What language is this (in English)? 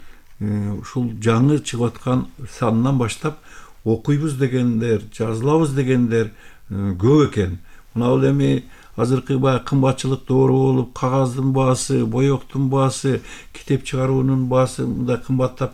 Kyrgyz